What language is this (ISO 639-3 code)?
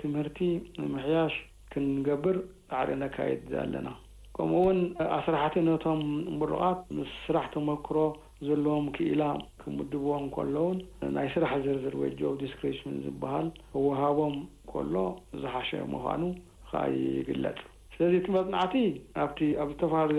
tir